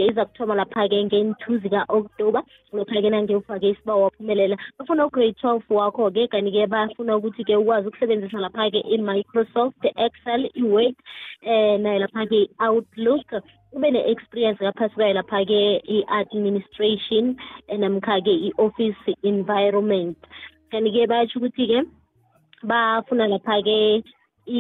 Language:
South Ndebele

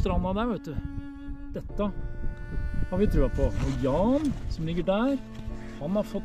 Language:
Norwegian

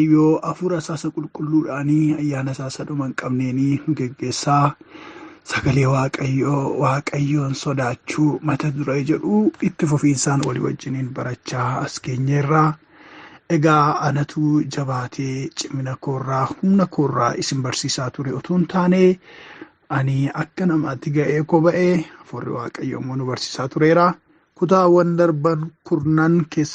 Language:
Oromo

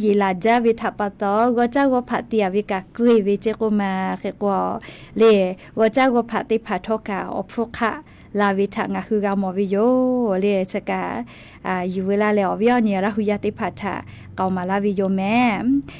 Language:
Lahu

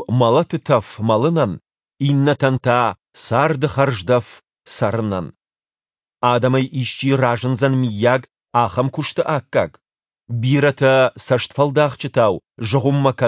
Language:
Ossetic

